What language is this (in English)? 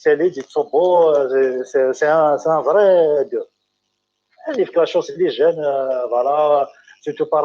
Kabyle